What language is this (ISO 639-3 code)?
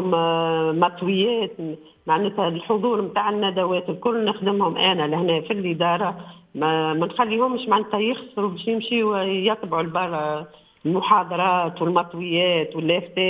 aeb